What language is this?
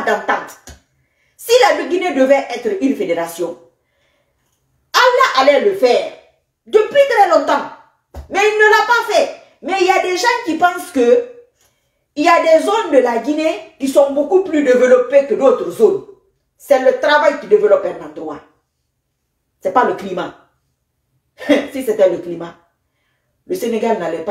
French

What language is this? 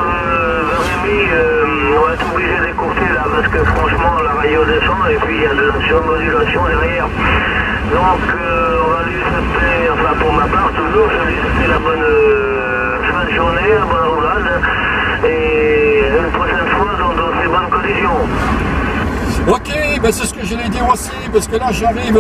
French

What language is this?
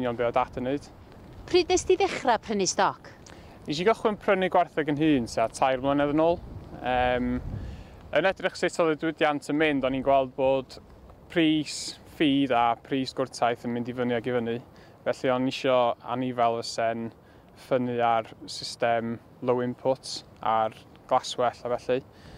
Welsh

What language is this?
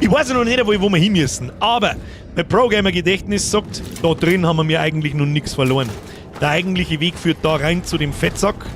Bavarian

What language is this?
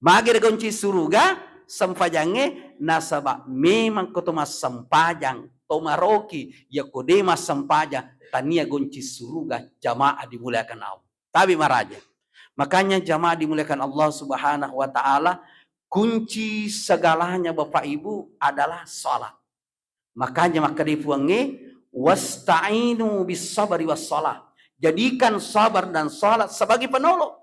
Buginese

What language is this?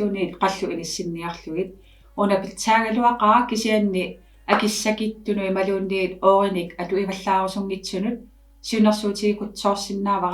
Kalaallisut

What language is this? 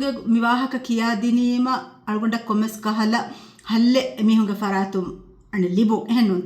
Divehi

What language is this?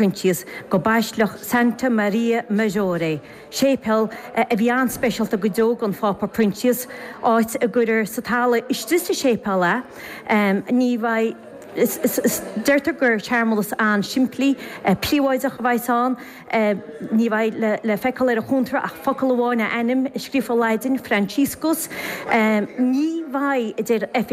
Irish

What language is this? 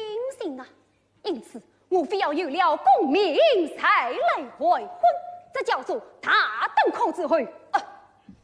Wu Chinese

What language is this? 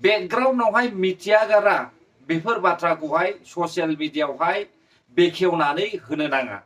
Bodo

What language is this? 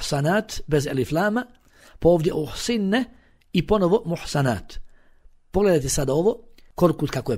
Bosnian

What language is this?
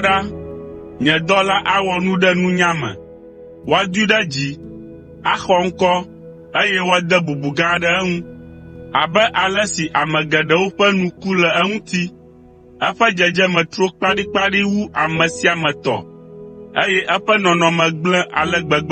Ewe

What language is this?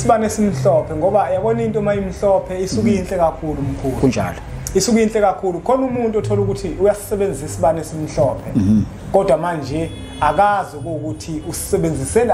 Zulu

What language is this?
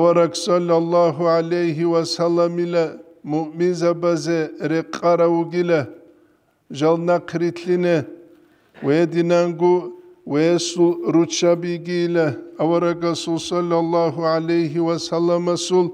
Avaric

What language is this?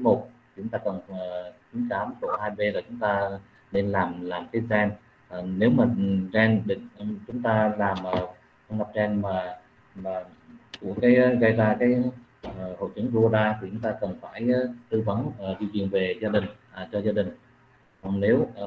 Vietnamese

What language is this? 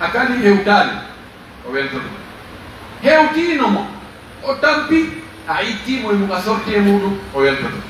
Pular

